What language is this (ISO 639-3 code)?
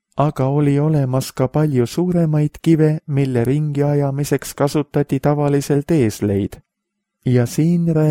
est